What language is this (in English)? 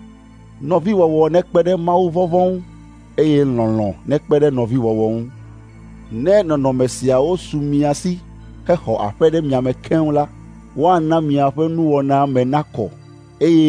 Ewe